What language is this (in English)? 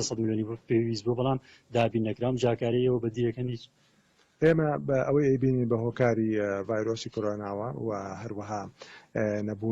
Central Kurdish